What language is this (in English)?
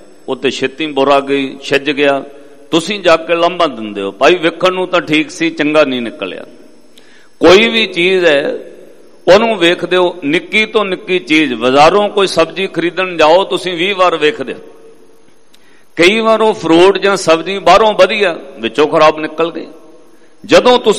Punjabi